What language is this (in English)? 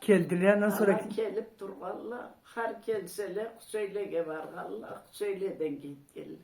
Karachay-Balkar